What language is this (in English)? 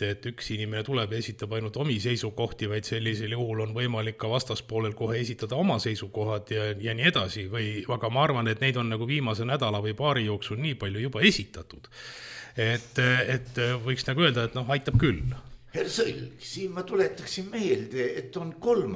Estonian